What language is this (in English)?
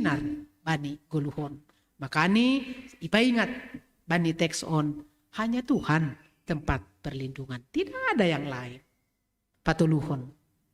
Batak Simalungun